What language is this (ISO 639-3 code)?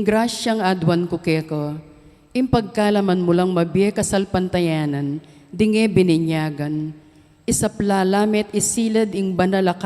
pam